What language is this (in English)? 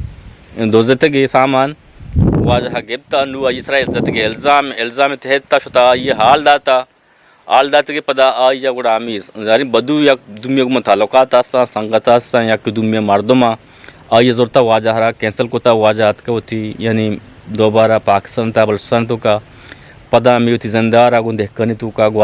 Eastern Balochi